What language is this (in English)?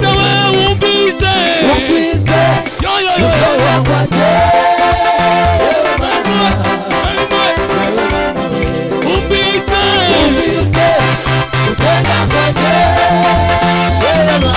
Kinyarwanda